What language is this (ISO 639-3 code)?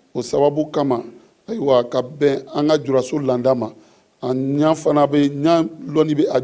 bam